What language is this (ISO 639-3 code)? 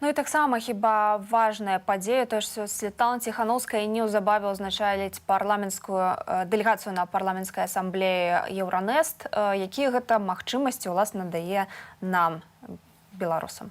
bel